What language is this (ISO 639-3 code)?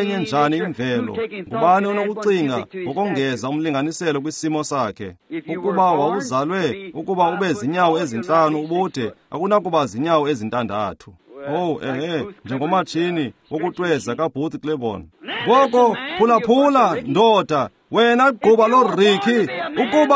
xho